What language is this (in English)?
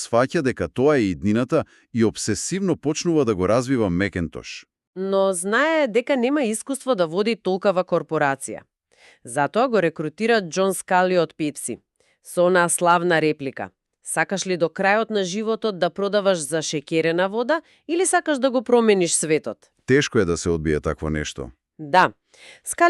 Macedonian